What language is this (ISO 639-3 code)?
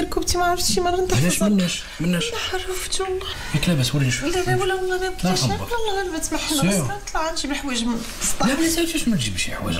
ary